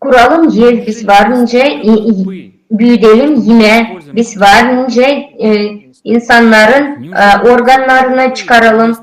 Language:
Gagauz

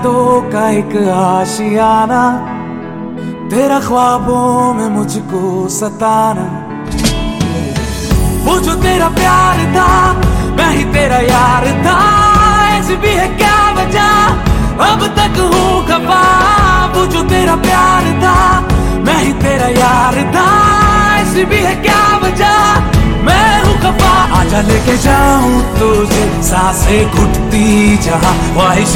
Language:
Hindi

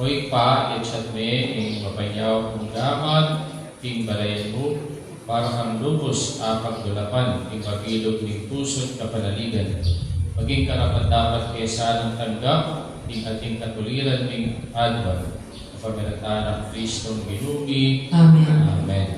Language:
Pampanga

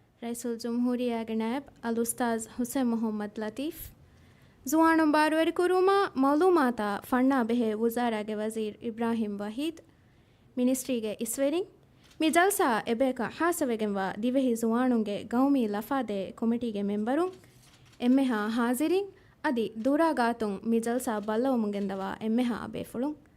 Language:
Divehi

